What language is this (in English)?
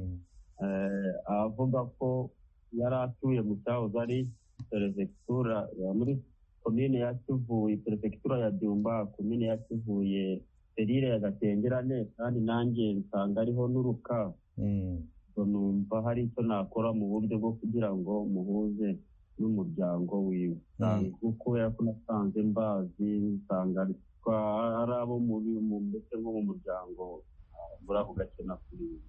Kinyarwanda